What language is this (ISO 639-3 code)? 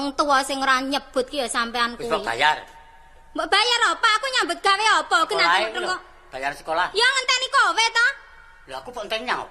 jav